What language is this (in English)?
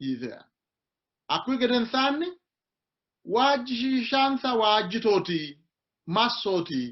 Sidamo